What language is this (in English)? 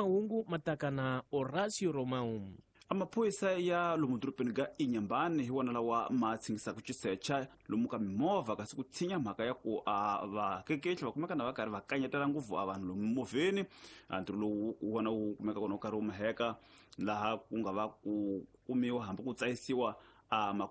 Tsonga